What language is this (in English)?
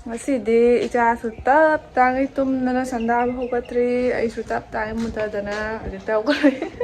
Manipuri